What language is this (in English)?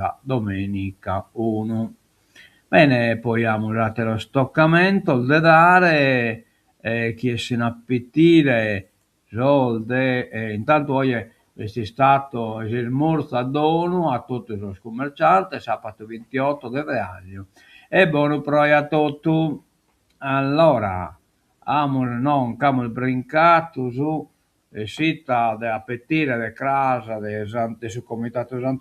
Sardinian